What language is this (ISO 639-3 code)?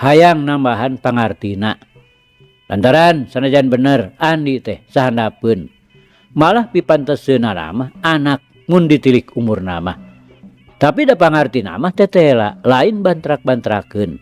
sun